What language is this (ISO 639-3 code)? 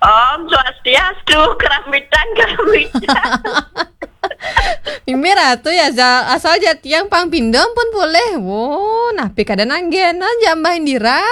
ban